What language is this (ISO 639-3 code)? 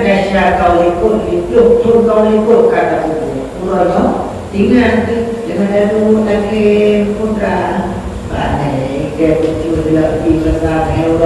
ace